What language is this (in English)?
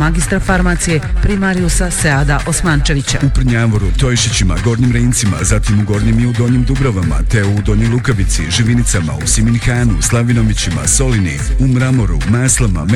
Bosnian